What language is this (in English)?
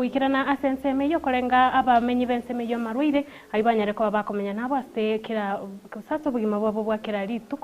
Gusii